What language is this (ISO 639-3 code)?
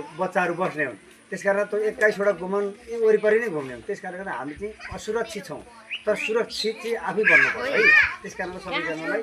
nep